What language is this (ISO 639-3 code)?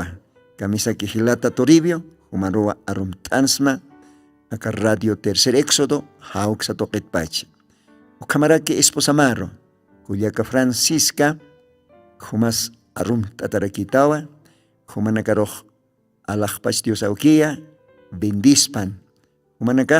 aym